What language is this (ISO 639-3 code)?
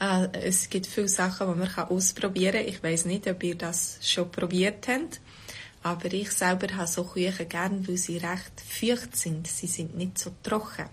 gsw